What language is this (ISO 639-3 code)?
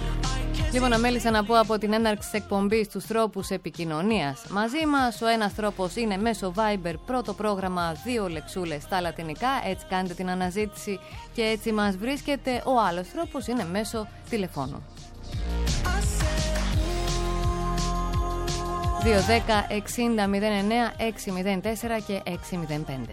ell